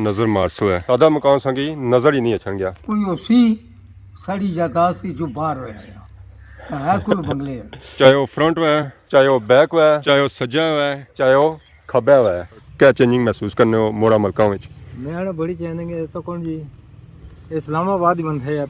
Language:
Pahari-Potwari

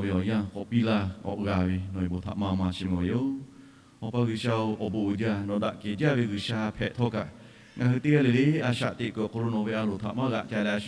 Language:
Lahu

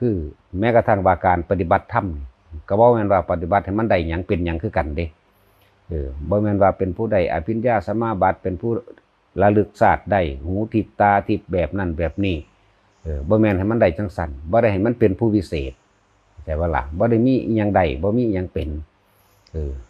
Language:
Northeastern Thai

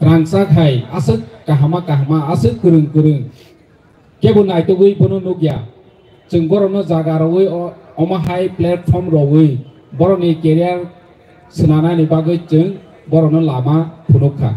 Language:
Kok Borok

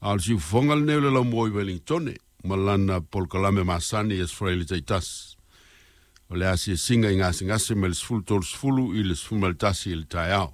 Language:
Samoan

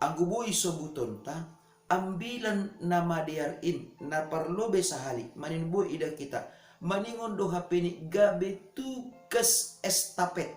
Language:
Batak Simalungun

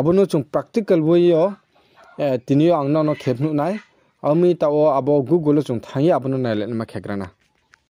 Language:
Riang (India)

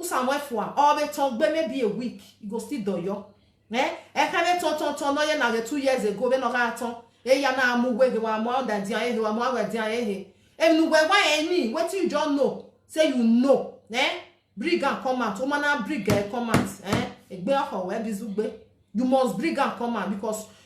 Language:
Nigerian Pidgin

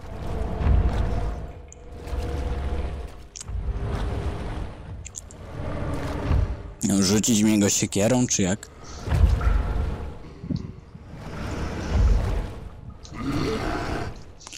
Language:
Polish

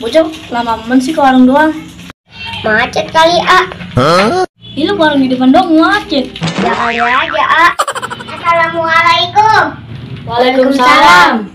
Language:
Betawi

